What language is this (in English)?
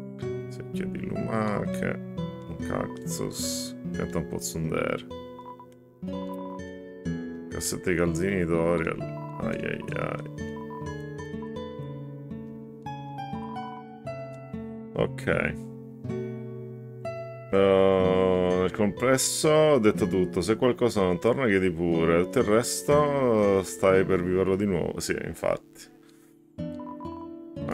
Italian